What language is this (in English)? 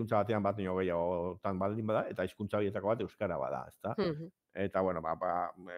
Basque